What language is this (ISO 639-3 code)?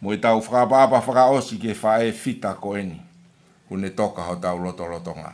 ton